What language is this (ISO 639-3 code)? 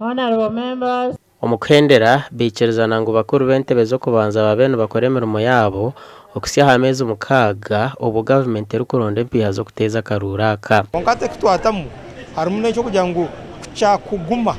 nyn